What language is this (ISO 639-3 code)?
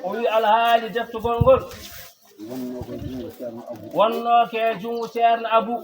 ful